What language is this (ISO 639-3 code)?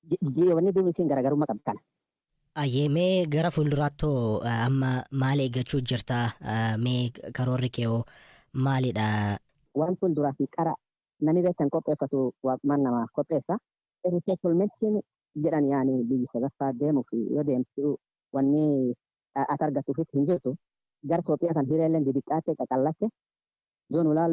orm